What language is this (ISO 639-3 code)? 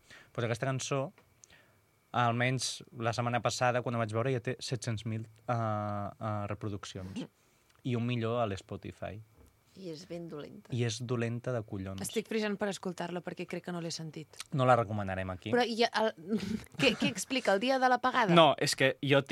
cat